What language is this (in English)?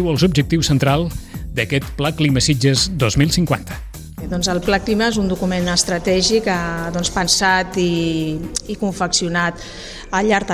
Catalan